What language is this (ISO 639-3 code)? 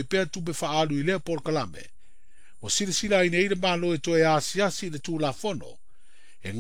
smo